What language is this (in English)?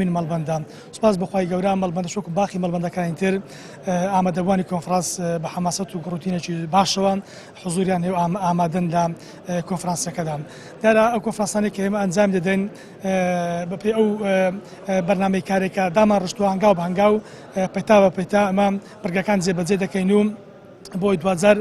Central Kurdish